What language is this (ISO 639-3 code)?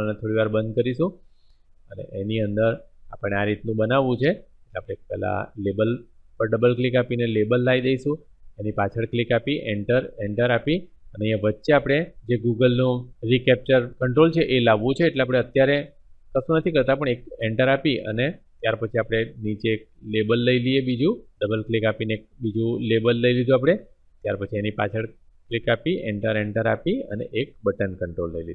guj